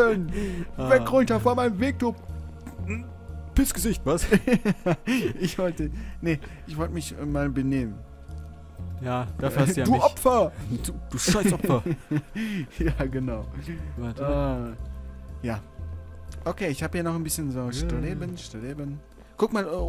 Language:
German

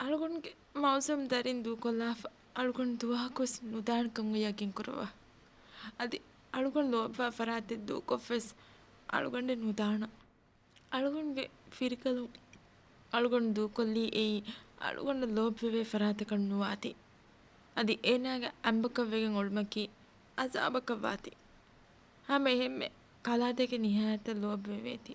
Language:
Divehi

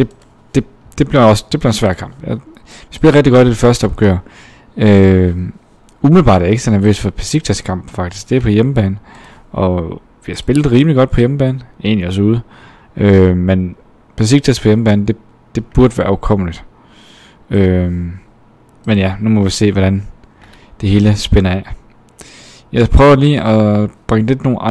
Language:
Danish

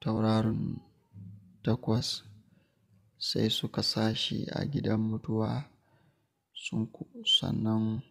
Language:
Hausa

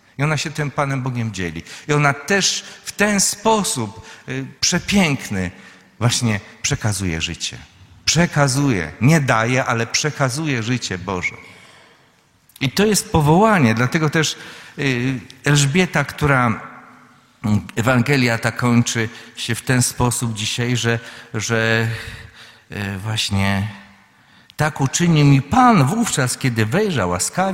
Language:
Polish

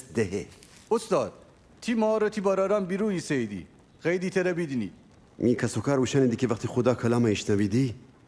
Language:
Gilaki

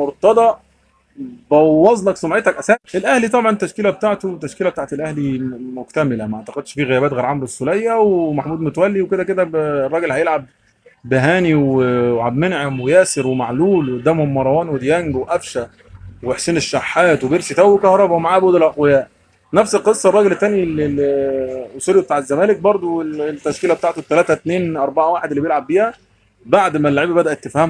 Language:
Egyptian Arabic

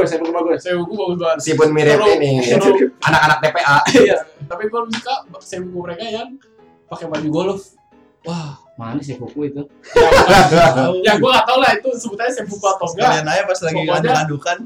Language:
Indonesian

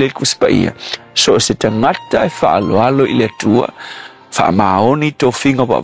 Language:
Samoan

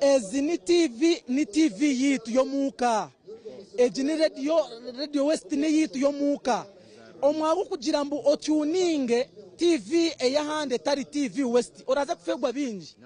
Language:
Nyankole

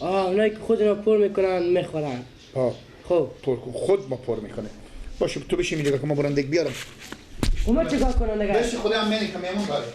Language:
Persian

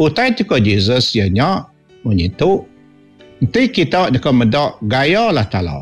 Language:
Iban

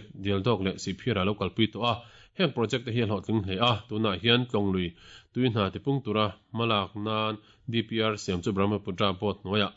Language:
Mizo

